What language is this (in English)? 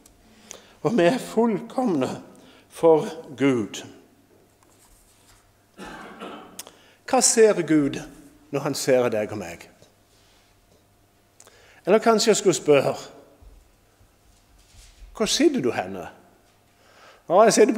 Norwegian